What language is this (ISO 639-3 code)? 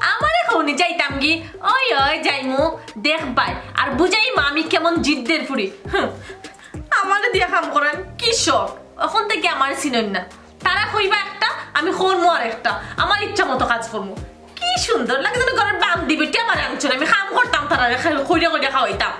syl